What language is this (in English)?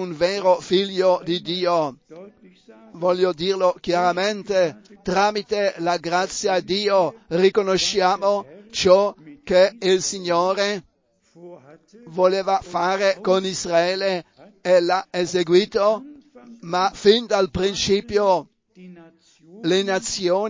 Italian